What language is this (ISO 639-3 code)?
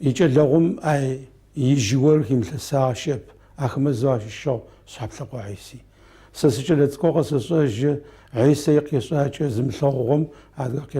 ady